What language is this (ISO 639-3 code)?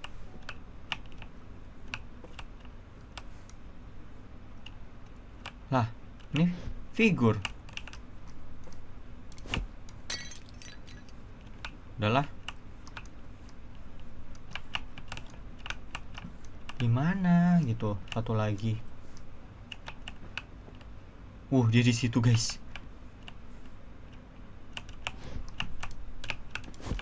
ind